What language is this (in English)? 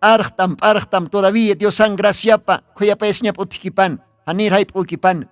Aymara